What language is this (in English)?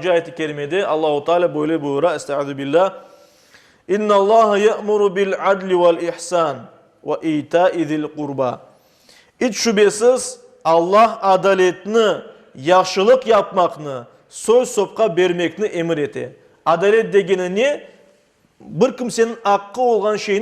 Crimean Tatar